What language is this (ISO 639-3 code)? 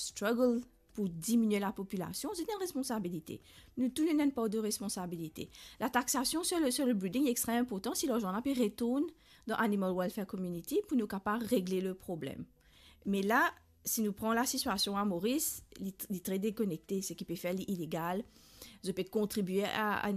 mfe